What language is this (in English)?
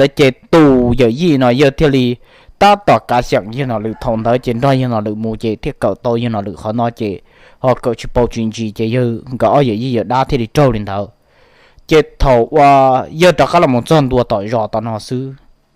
Hmong